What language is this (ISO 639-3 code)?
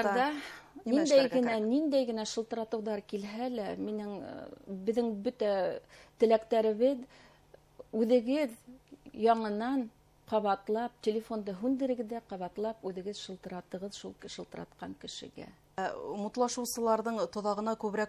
bak